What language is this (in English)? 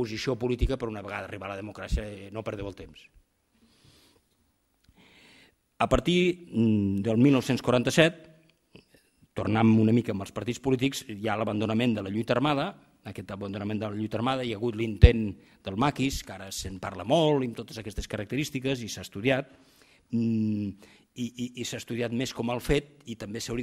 Catalan